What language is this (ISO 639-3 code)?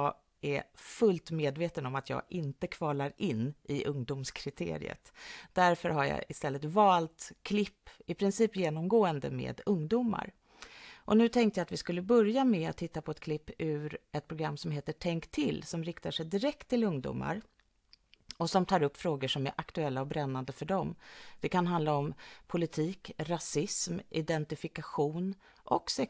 swe